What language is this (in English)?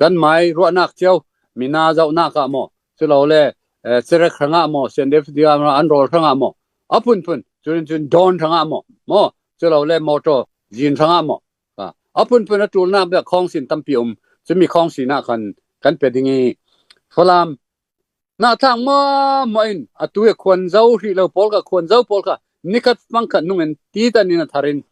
Falam Chin